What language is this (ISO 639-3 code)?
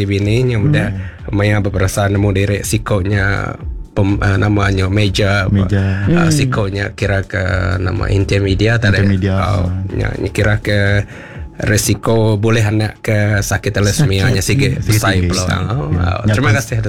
iba